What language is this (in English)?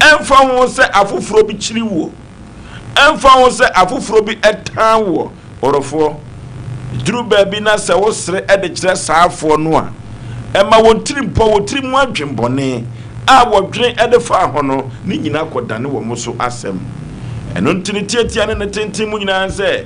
Akan